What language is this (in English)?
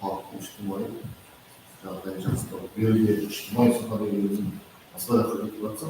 Kara-Kalpak